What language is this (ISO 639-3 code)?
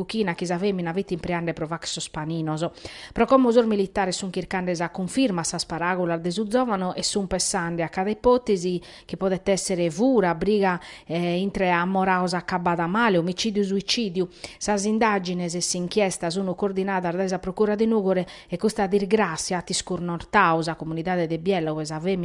srd